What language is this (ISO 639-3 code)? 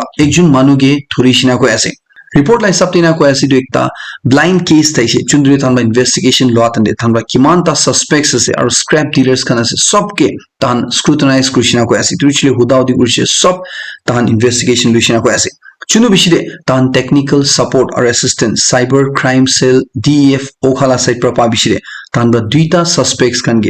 nag